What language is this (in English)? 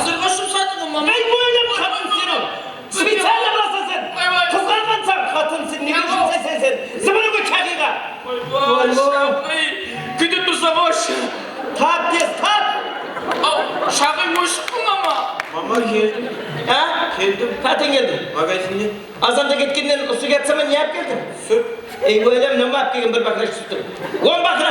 Kara-Kalpak